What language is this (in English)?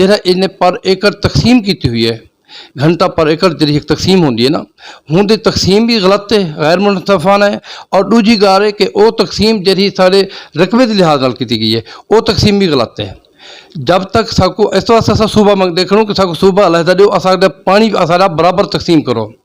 Saraiki